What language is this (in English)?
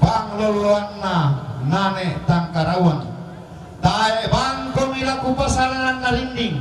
Toraja-Sa'dan